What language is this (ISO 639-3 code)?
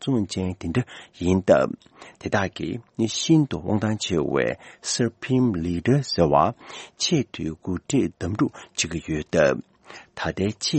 bod